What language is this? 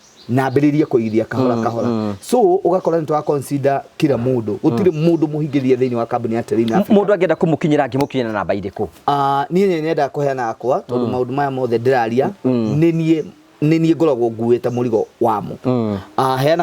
Kikuyu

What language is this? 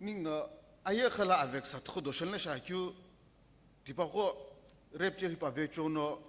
Sumi Naga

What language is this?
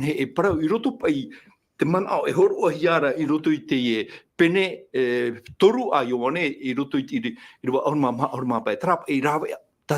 Tahitian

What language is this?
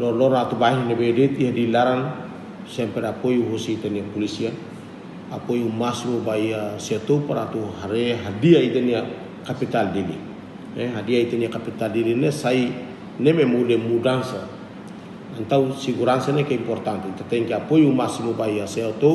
Tetum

